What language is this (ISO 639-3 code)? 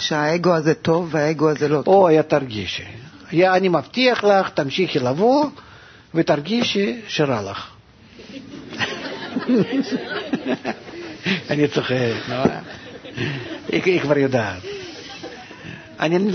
heb